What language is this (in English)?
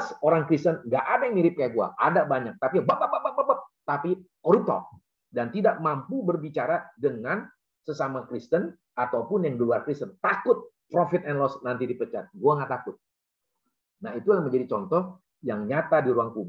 Indonesian